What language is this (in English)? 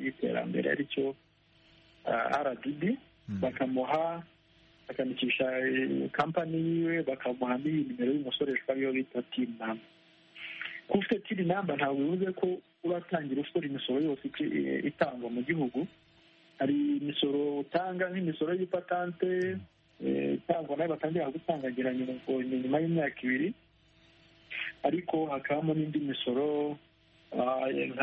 Kinyarwanda